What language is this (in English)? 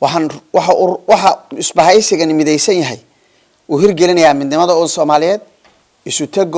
Somali